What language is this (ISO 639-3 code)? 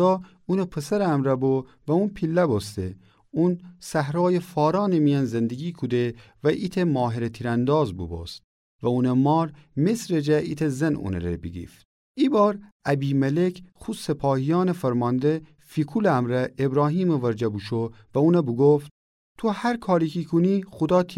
glk